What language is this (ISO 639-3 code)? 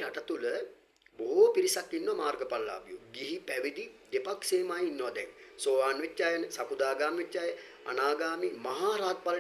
sin